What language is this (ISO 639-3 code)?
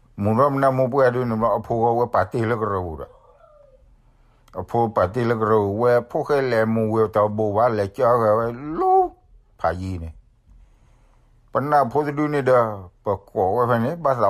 ksw